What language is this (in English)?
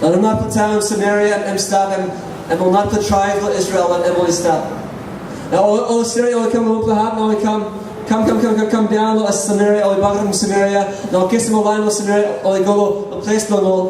Tok Pisin